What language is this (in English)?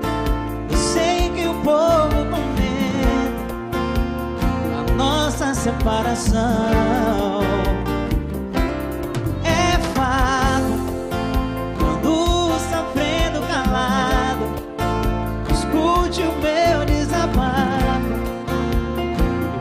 Portuguese